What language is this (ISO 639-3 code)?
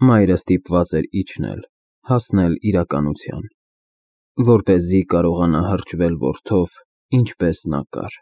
hye